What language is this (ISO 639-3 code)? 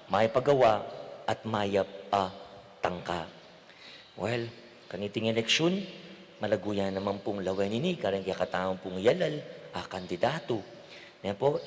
pam